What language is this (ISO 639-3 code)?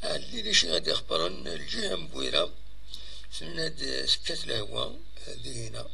kab